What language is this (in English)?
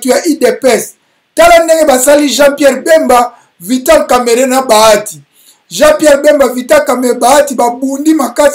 Lingala